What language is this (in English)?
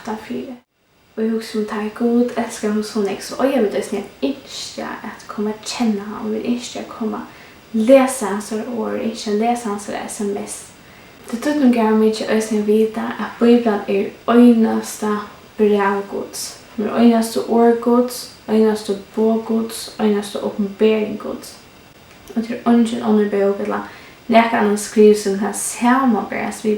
Faroese